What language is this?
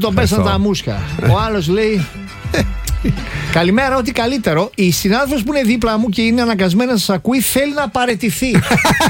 Greek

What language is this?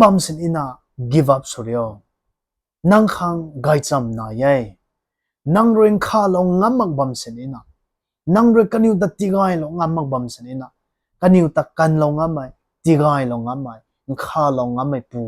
Rongmei Naga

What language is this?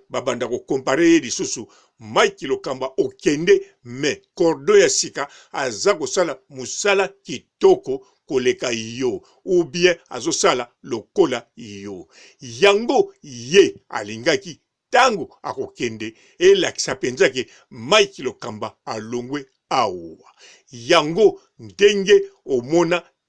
Lingala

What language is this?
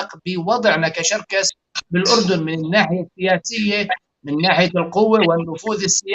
North Levantine Arabic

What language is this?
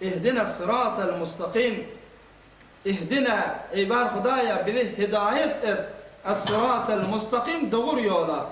Turkmen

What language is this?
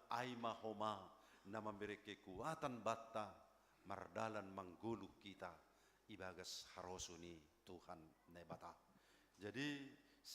Batak Simalungun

